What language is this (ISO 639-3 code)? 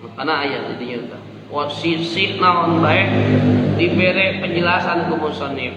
sun